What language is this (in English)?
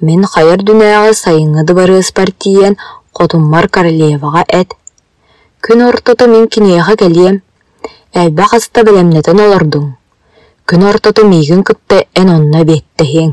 Yakut